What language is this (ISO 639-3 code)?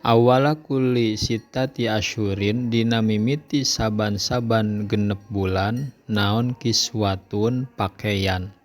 sun